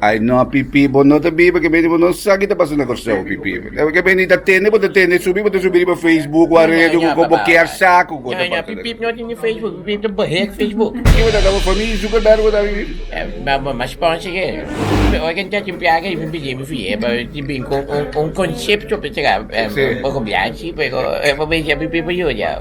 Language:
Papiamento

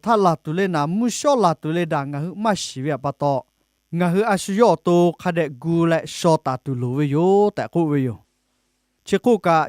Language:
Lahu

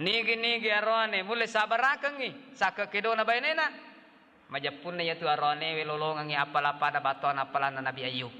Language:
Buginese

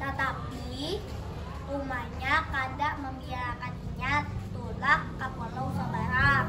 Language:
Banjar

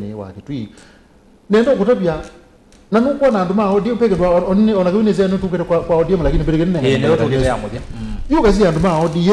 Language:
Kamba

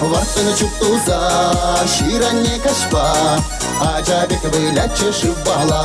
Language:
Chuvash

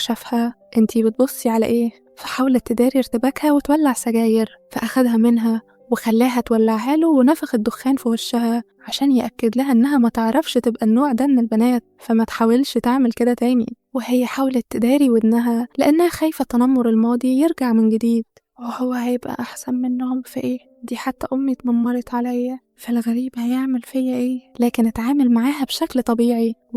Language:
Egyptian Arabic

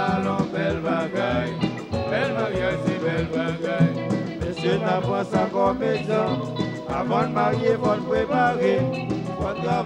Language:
Haitian Creole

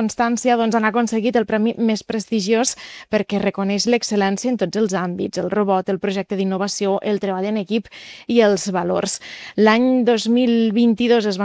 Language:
Catalan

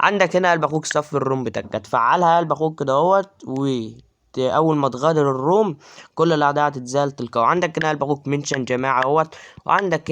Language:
Egyptian Arabic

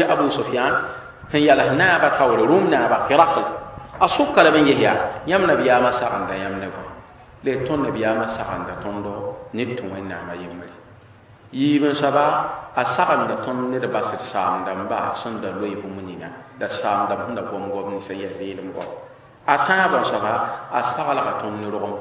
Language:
Mossi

